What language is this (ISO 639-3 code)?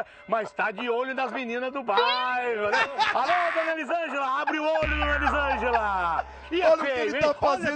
por